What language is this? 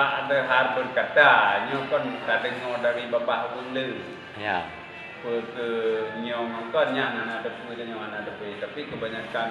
Achinese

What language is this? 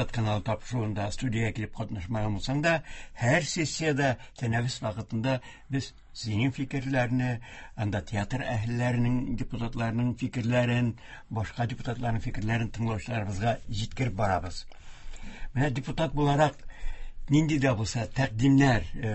Tatar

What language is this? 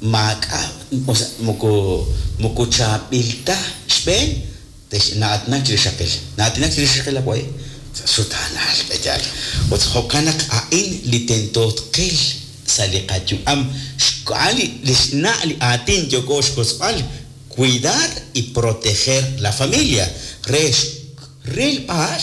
Kekchí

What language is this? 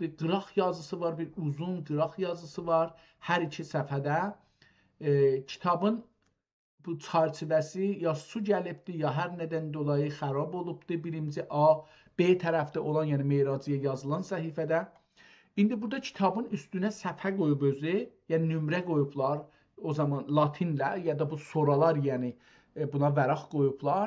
South Azerbaijani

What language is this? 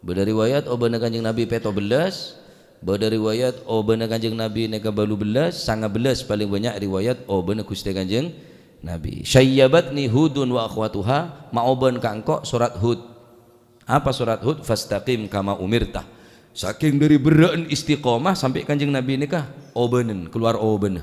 Madurese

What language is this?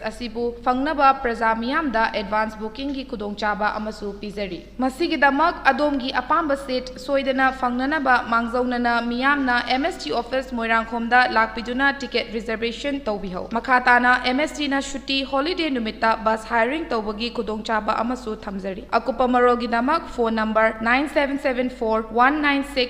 Manipuri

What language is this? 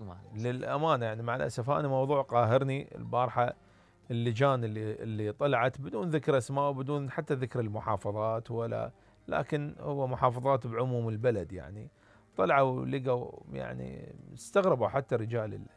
Mesopotamian Arabic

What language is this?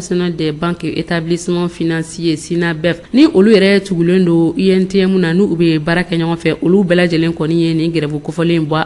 Bambara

